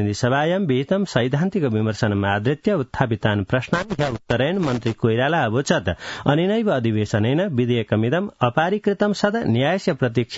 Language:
Sanskrit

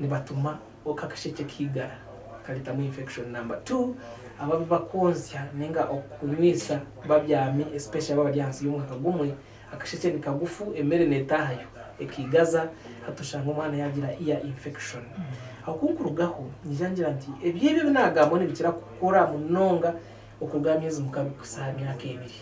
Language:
Nyankole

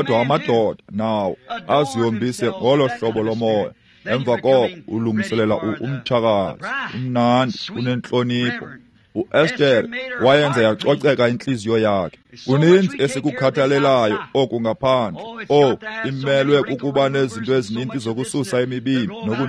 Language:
Xhosa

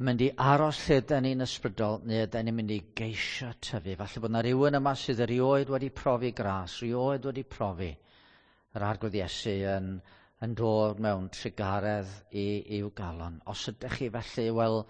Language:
Welsh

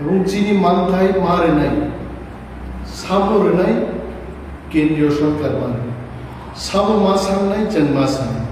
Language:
Kok Borok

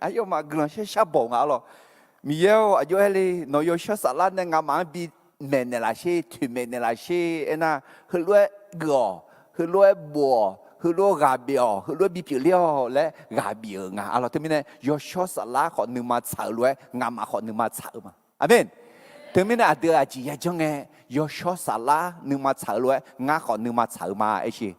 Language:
Akha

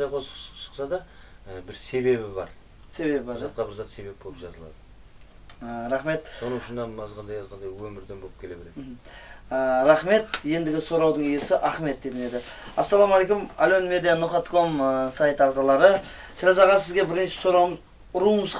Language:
Kara-Kalpak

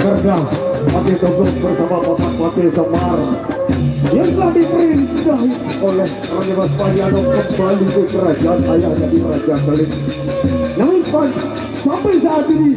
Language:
Sasak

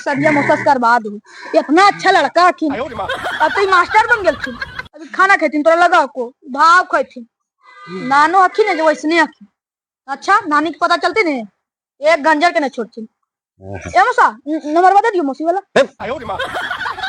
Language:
Magahi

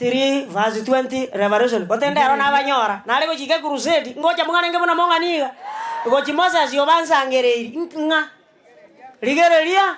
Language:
Gusii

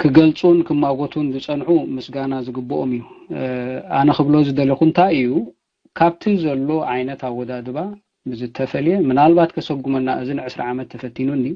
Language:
Tigrinya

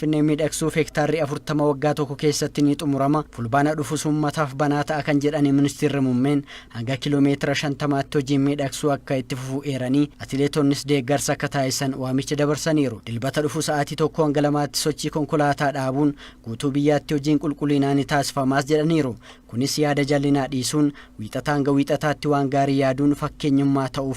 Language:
Oromo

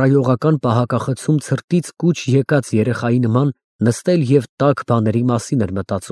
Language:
Armenian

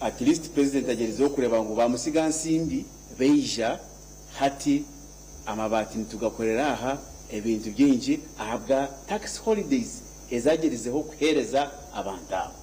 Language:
Nyankole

